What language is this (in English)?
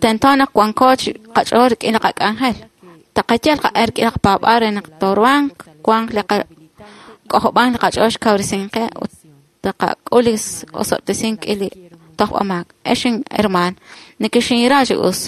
Kekchí